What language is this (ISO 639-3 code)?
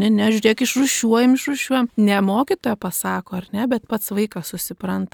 lit